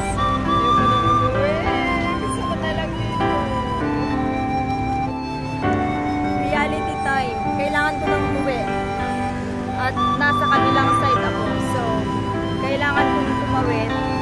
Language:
Filipino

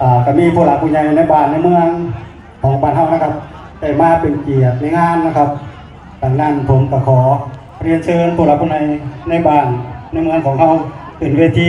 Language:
Northeastern Thai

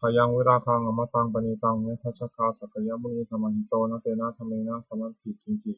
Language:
Pali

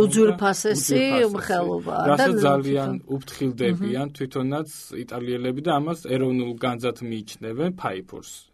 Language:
Georgian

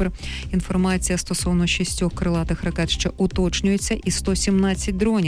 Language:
Ukrainian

